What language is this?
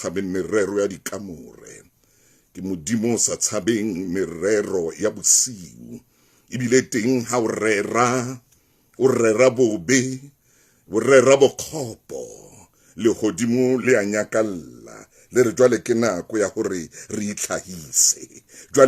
Southern Sotho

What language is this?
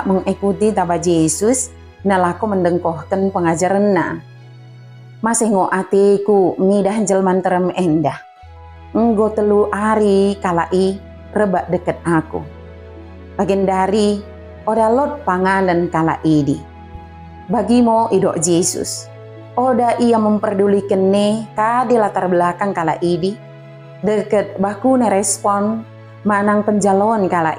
Batak Dairi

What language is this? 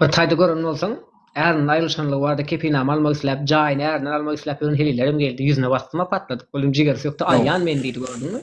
Turkmen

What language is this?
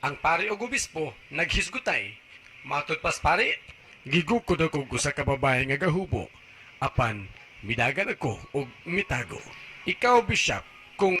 Cebuano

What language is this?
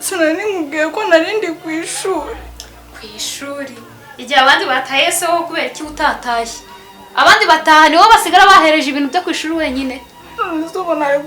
Kinyarwanda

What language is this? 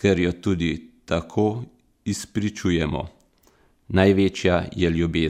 Slovenian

